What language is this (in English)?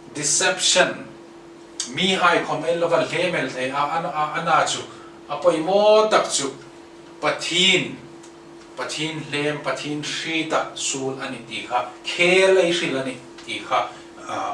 Hmar